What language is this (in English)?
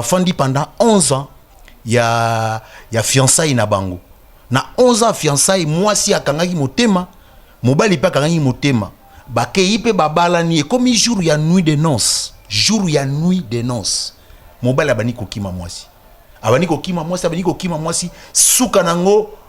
Lingala